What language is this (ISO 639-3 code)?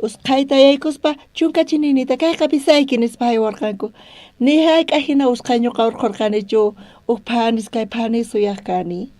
quh